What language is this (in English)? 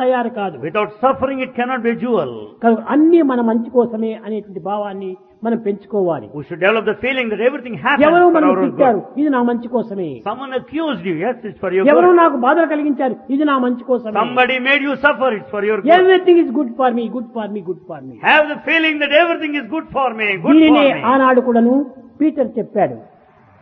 Telugu